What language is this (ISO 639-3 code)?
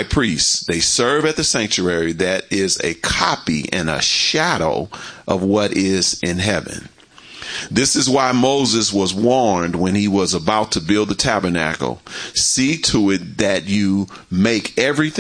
eng